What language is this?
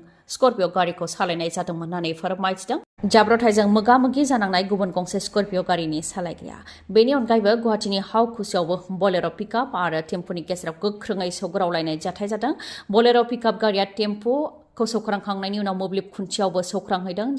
Bodo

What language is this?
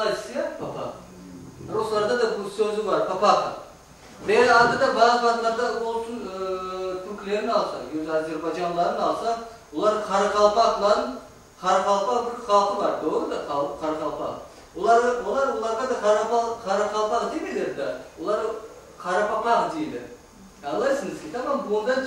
Crimean Tatar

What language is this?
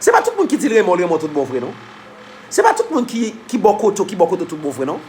Haitian Creole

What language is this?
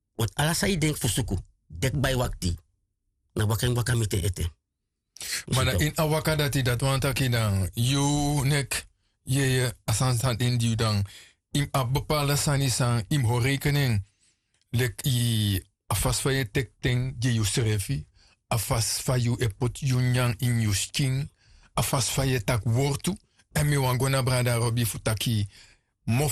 Sranan Tongo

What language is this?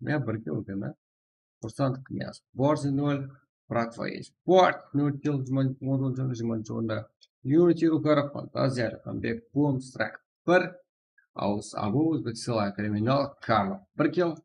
Kara-Kalpak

